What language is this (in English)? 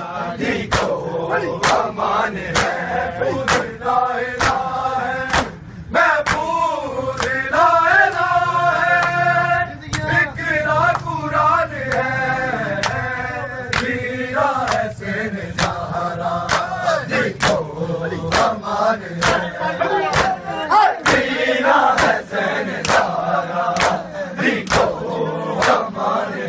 Urdu